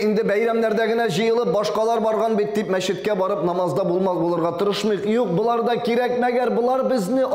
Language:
Tatar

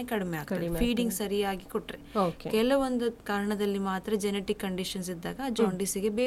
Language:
Kannada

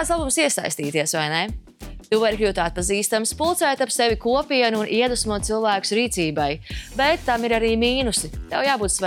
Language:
Latvian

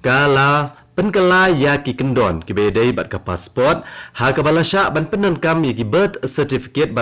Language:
Khasi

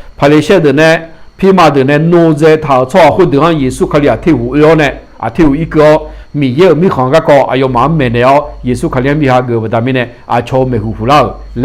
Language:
Akha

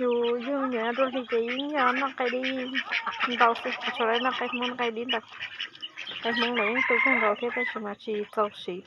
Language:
Hmong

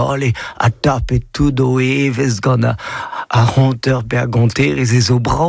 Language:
Breton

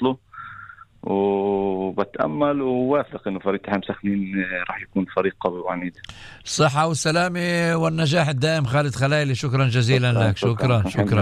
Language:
North Levantine Arabic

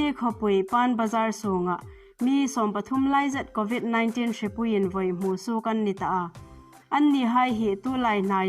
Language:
Hmar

